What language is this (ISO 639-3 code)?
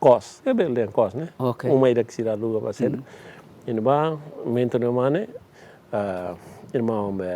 tet